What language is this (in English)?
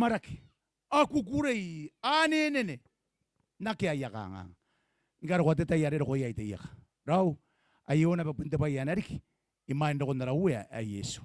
Gilbertese